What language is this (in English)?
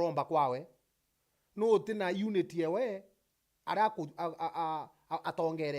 Meru